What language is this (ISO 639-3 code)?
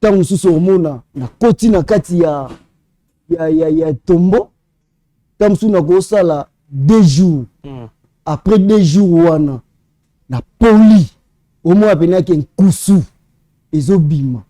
lin